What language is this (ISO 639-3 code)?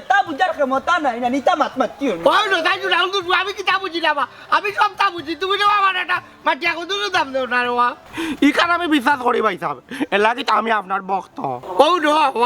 syl